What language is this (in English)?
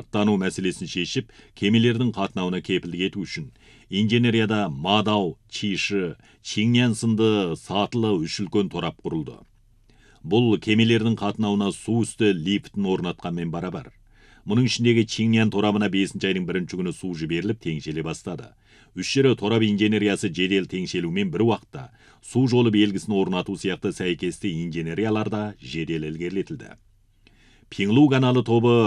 Kazakh